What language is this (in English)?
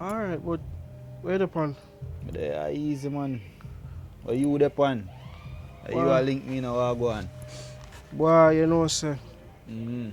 Jamaican Creole English